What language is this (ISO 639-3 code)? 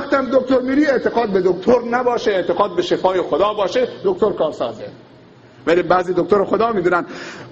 fas